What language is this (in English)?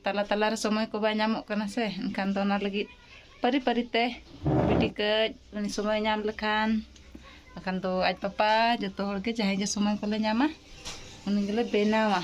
Santali